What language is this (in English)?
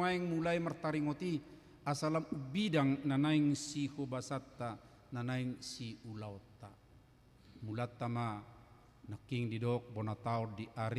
Batak Toba